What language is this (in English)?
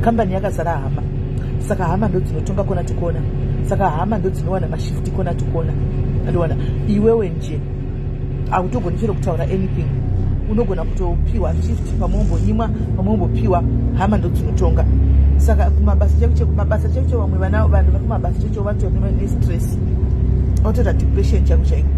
Shona